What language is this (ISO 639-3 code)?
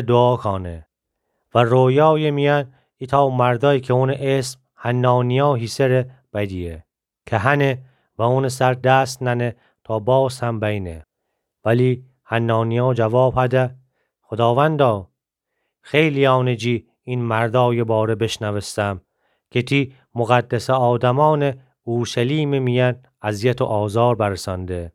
glk